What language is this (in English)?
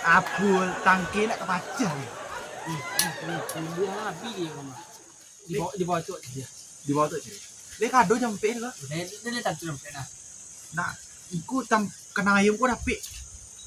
Minangkabau